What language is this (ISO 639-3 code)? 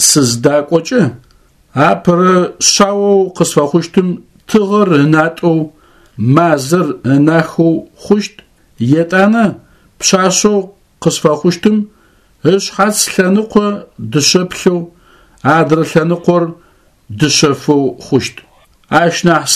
ady